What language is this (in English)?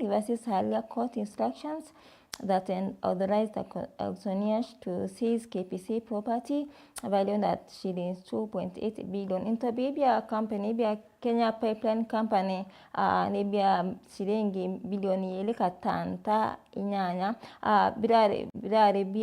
Meru